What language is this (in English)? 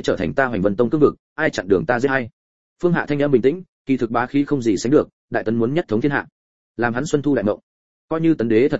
Vietnamese